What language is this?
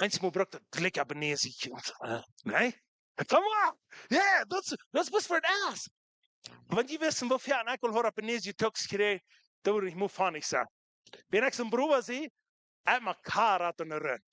Plautdietsch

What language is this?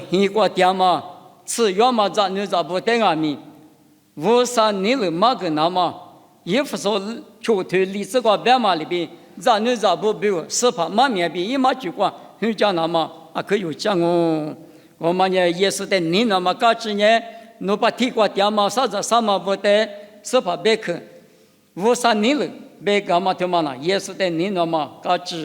Lisu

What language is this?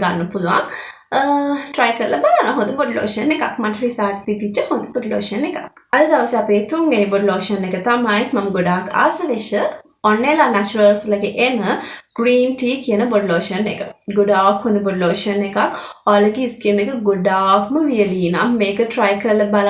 Sinhala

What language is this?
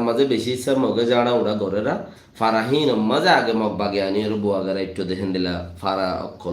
Rohingya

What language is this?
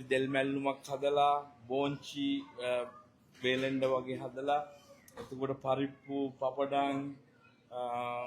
Sinhala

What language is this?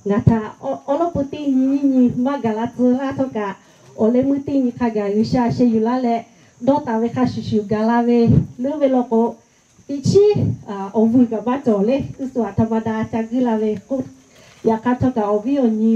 Lahu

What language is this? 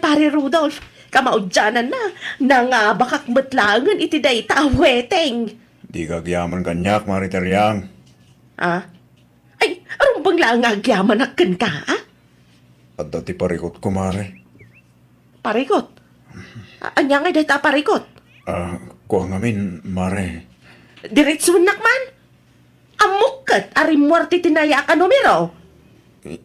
Iloko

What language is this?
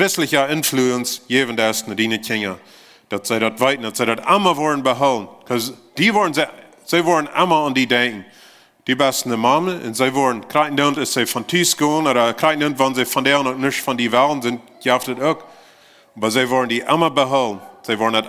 Plautdietsch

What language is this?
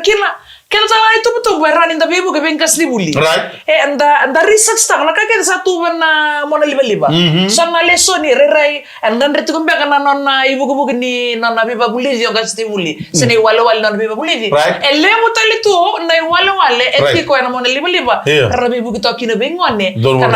Fijian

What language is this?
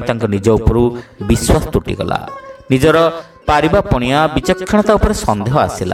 Odia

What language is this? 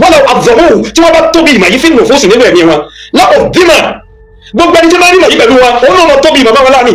Yoruba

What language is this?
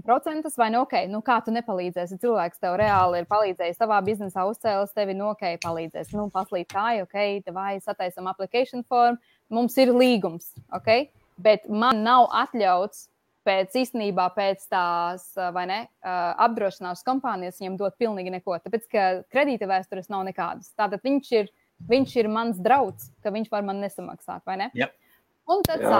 Latvian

